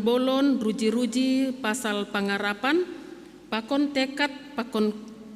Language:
Batak Simalungun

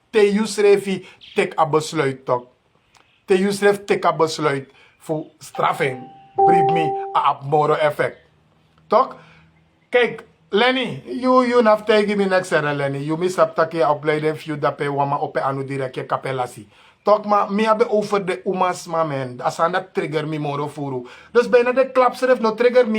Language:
Sranan Tongo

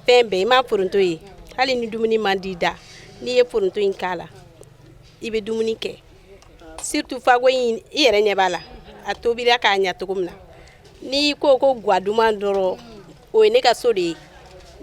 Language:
Bambara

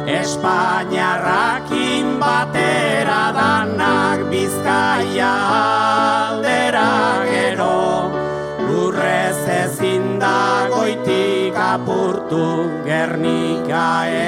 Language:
Basque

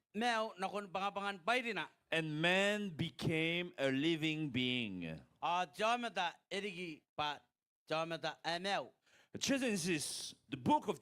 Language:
Gilbertese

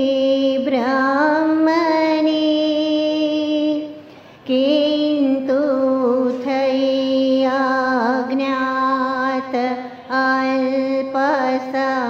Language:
Gujarati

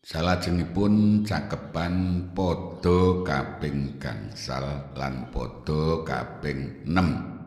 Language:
Javanese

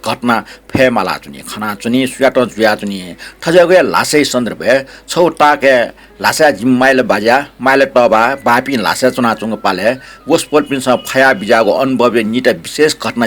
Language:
Newari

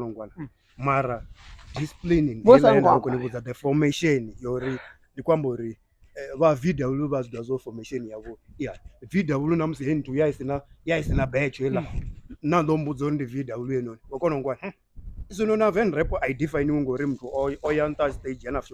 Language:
Venda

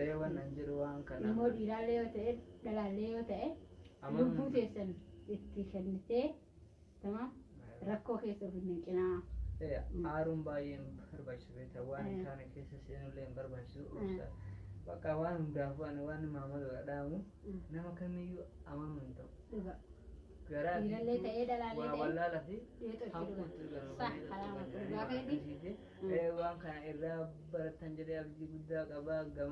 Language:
Oromo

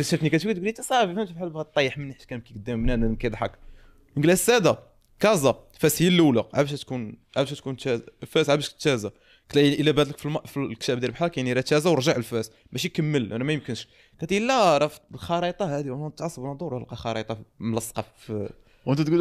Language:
Moroccan Arabic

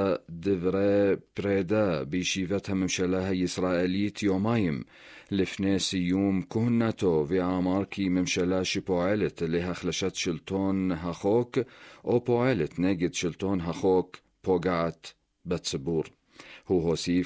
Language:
Hebrew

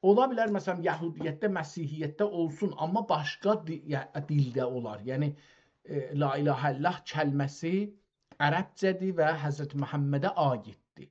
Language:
South Azerbaijani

